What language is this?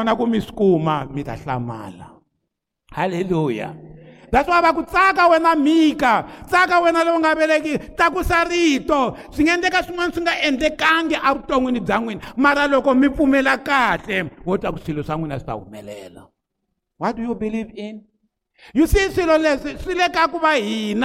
Tsonga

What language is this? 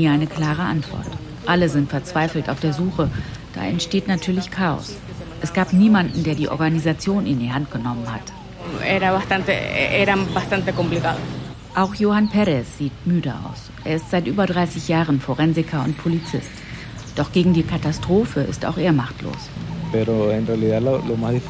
German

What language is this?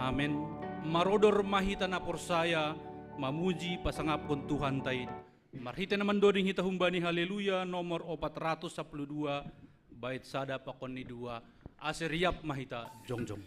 Batak Simalungun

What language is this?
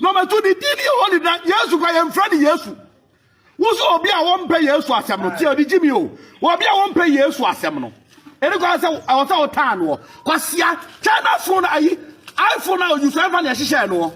Akan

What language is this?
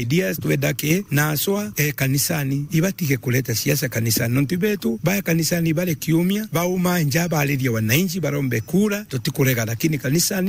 Meru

